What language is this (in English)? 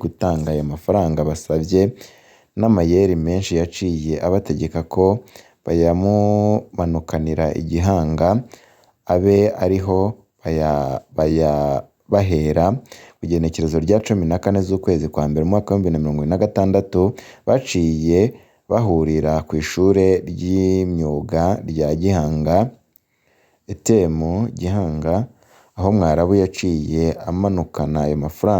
Rundi